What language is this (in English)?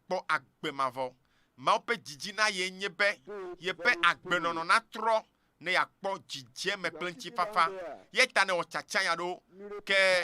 Ewe